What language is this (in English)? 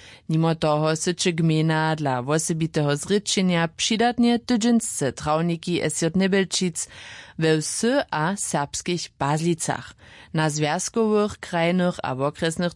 Upper Sorbian